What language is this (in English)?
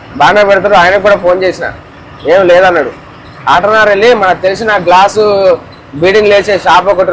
Telugu